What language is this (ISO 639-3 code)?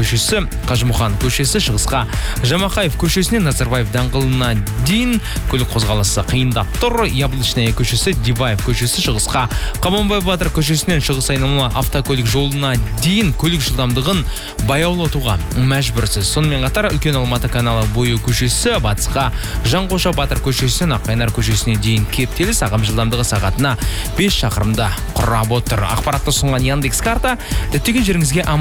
kaz